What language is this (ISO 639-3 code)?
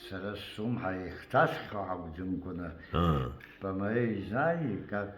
abk